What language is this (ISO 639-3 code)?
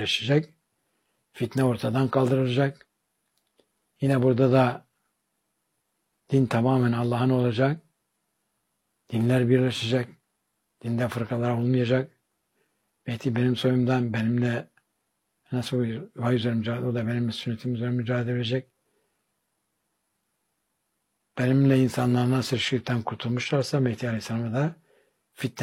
tur